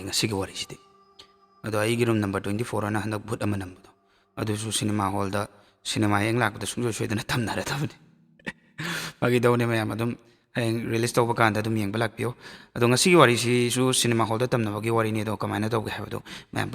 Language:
Manipuri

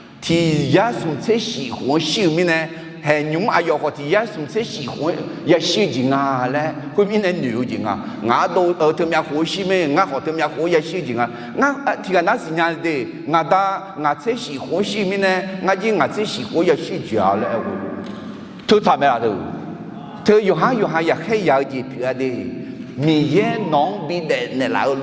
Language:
Akha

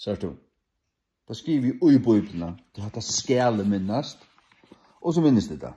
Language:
Faroese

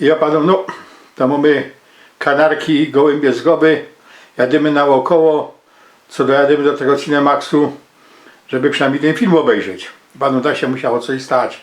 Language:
Silesian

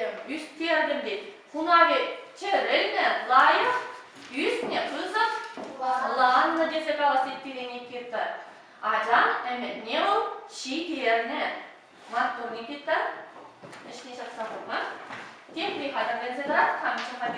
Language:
Chuvash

